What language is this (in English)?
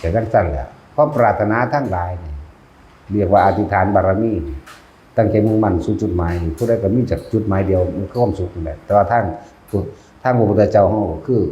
Northeastern Thai